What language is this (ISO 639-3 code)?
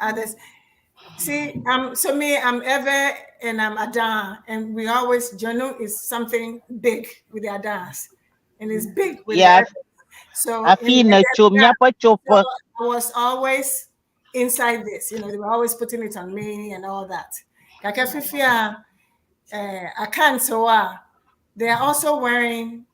ewe